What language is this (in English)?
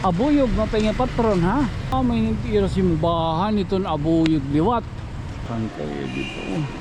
Waray